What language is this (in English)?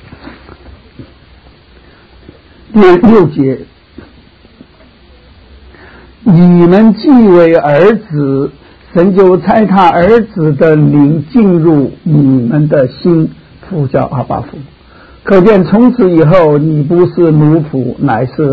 Chinese